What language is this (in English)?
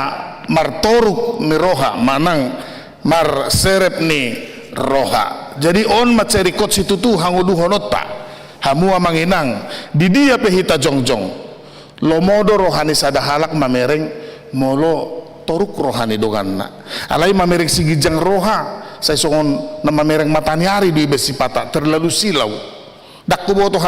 Batak Toba